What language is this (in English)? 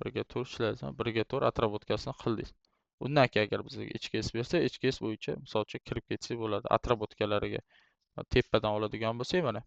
Uzbek